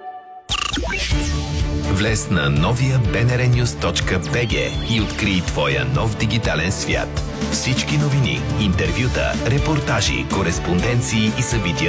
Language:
Bulgarian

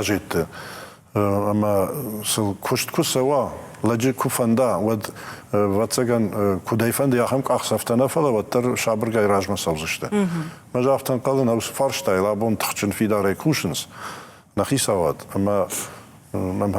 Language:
Ossetic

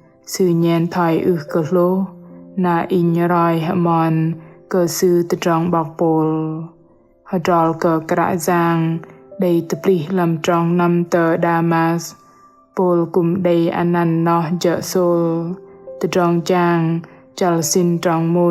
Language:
Bahnar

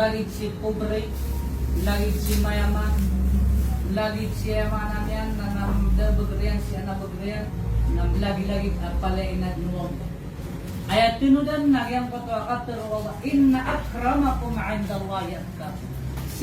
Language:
Maranao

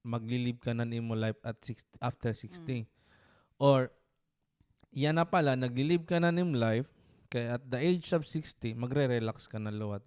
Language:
Waray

